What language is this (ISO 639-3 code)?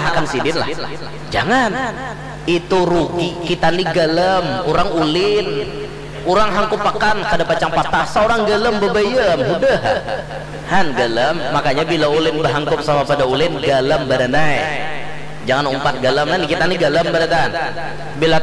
bjn